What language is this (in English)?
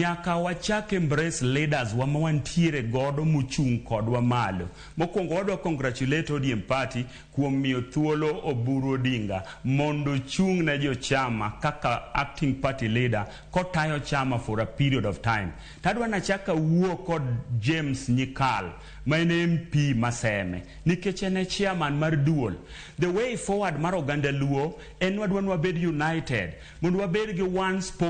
Luo (Kenya and Tanzania)